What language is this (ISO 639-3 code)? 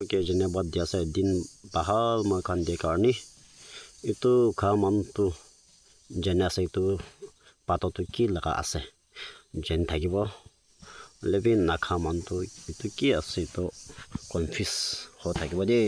nag